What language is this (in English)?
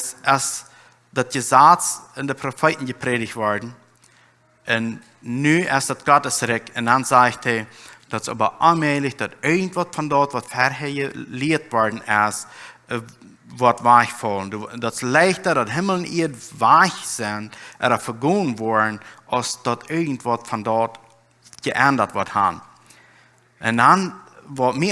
Plautdietsch